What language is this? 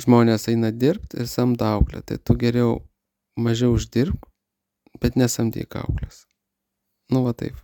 Lithuanian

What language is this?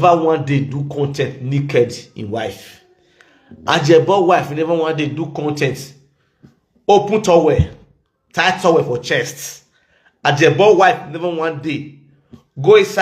Nigerian Pidgin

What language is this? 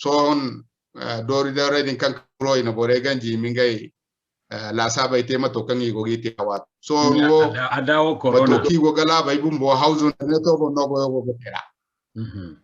Zarma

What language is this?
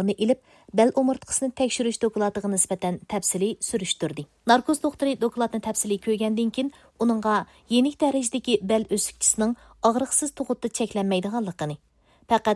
Uyghur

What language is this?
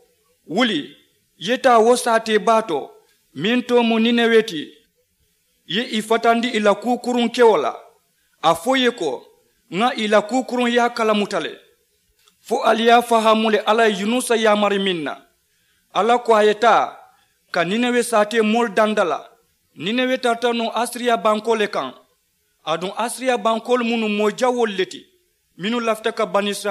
Mandingo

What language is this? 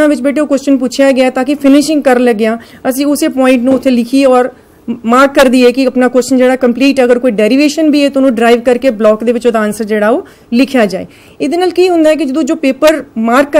Punjabi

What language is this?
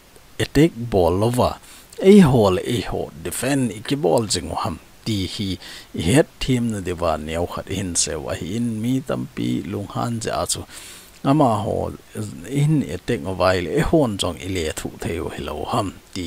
Thado Chin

